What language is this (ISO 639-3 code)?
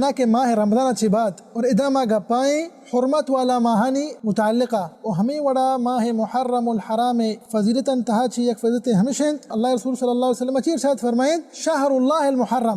bal